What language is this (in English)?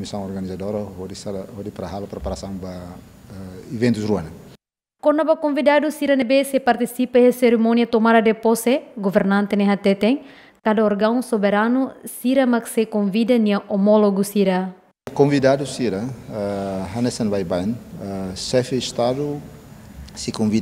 Tetum